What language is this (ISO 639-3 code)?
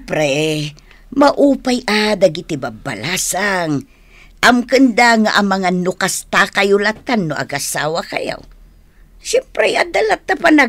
ilo